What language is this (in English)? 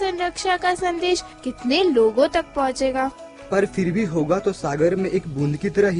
Hindi